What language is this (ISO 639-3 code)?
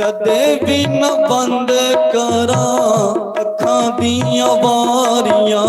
doi